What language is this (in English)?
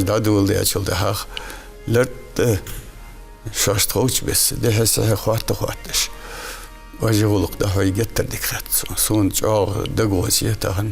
Ingush